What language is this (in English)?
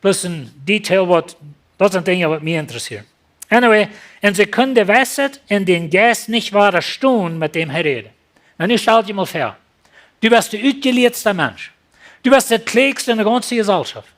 Plautdietsch